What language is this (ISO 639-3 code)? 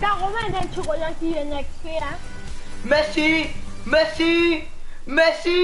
mfe